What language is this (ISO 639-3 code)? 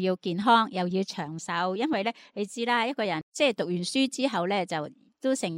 yue